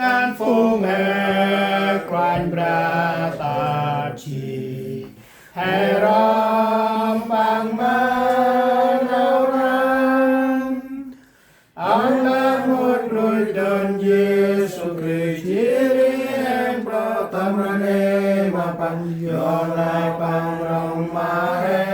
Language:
Central Mnong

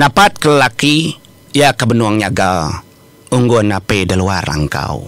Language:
Iban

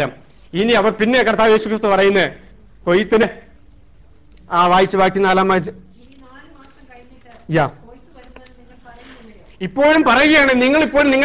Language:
Malayalam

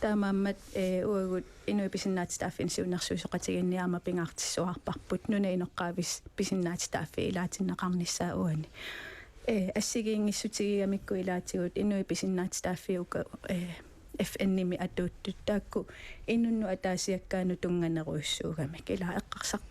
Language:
Kalaallisut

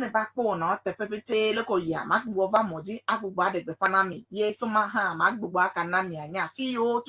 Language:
Ewe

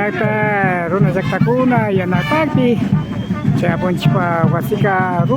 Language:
Imbabura Highland Quichua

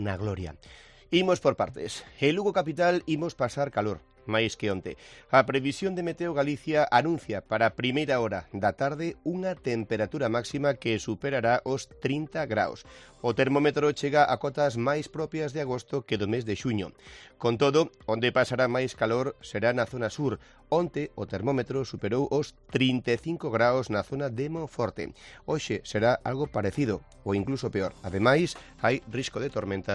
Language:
Galician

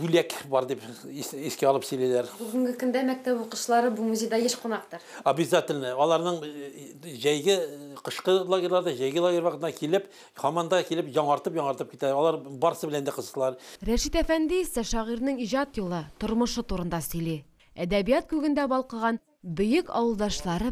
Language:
Tatar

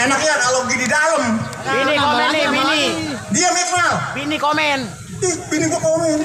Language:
Betawi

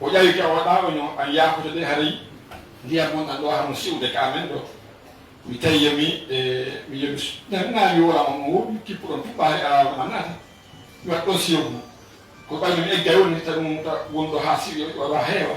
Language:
Fula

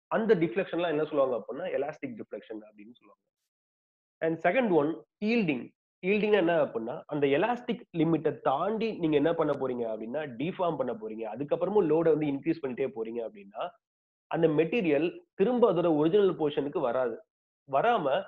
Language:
Tamil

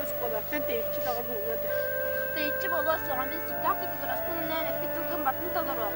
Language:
Yakut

